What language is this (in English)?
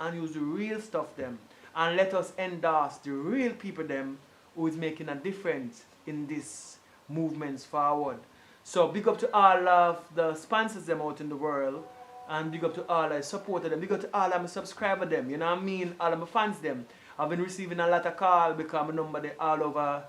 Jamaican Creole English